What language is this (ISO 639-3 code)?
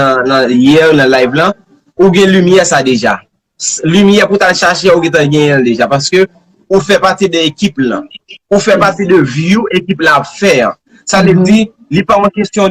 hat